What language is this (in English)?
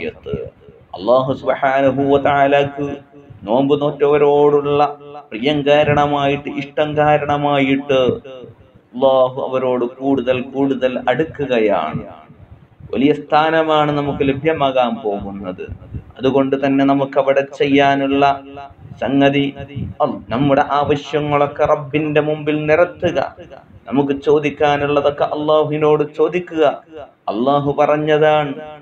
Malayalam